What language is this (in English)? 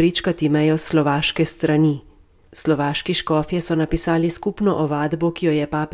Slovenian